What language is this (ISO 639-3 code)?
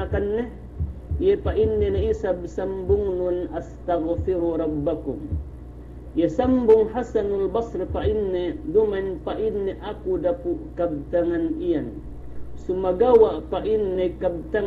yka